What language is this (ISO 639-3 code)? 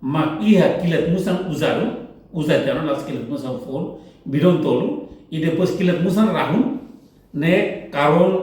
tet